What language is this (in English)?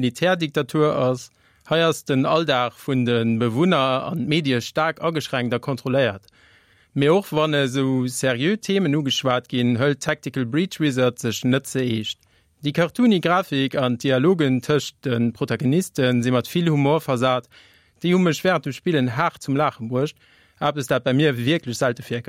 Luxembourgish